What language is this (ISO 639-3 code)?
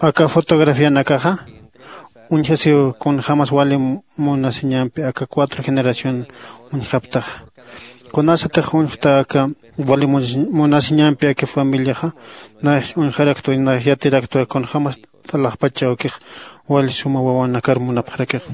aym